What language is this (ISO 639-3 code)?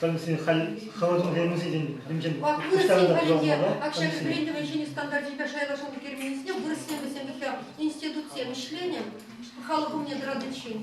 chv